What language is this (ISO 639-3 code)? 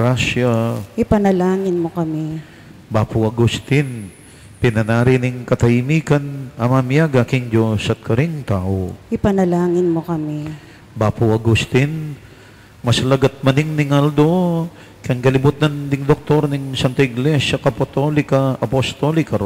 pam